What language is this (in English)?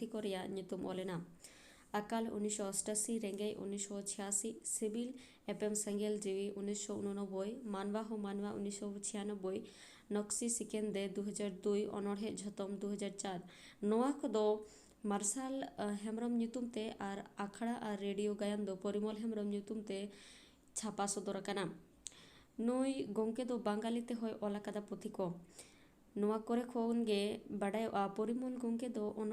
Santali